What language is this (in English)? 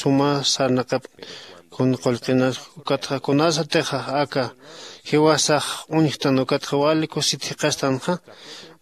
Aymara